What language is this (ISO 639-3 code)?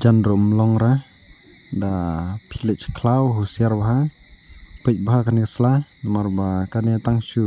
kha